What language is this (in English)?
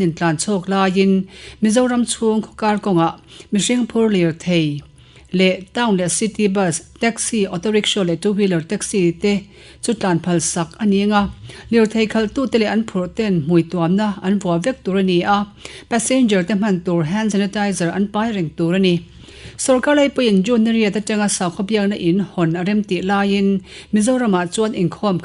Mizo